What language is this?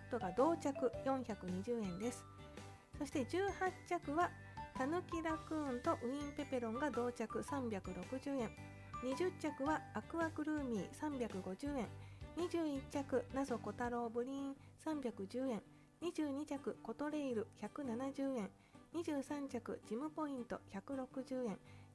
Japanese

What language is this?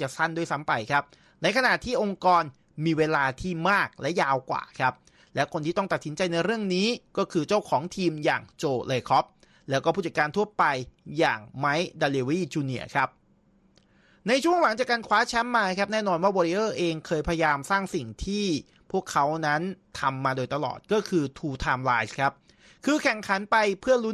Thai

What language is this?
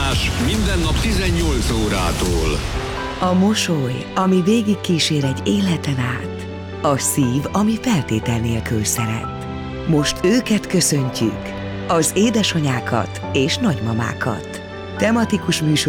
Hungarian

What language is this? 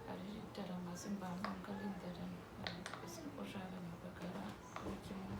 Uduk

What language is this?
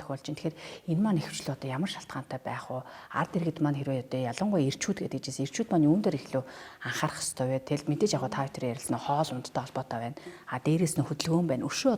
Mongolian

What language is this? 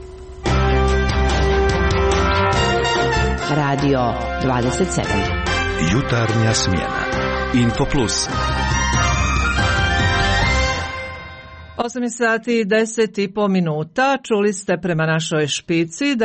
Croatian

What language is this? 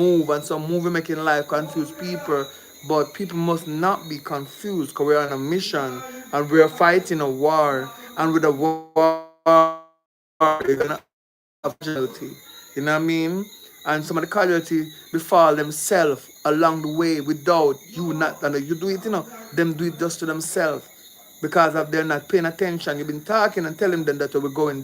Jamaican Creole English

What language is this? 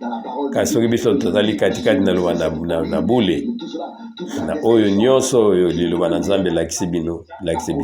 Lingala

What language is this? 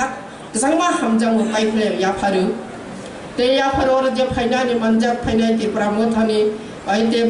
Kok Borok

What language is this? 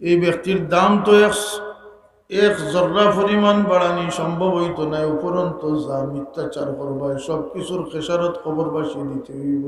Sylheti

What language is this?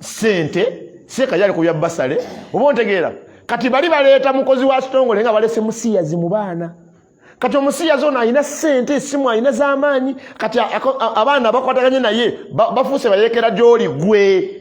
Ganda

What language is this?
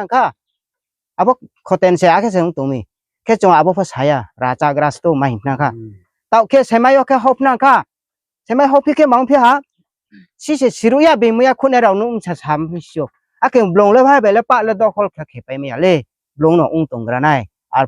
Riang (India)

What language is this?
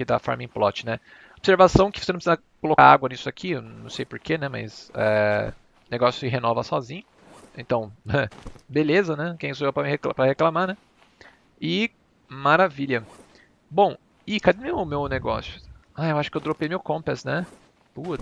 Portuguese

